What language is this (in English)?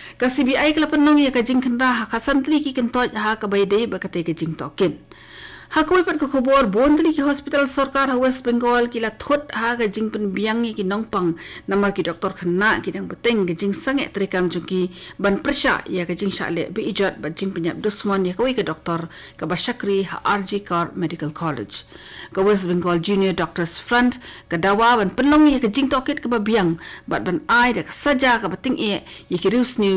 Khasi